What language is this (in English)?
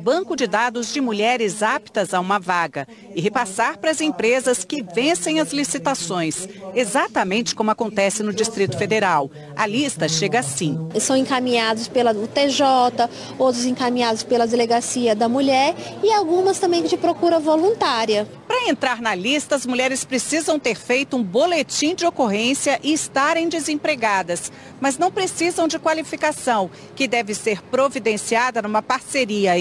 Portuguese